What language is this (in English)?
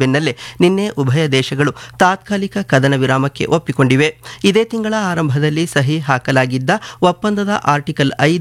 Kannada